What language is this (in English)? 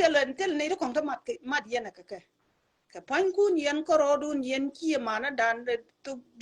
Nuer